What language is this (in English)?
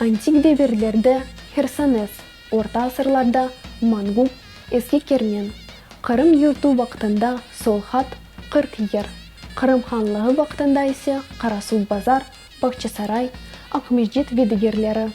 Crimean Tatar